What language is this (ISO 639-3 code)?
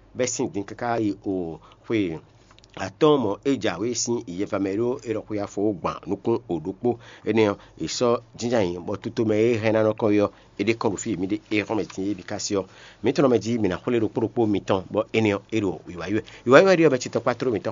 fon